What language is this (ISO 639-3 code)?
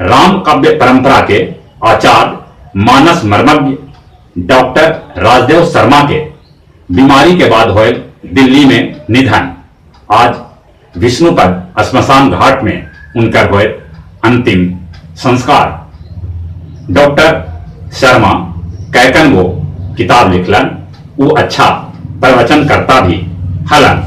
mag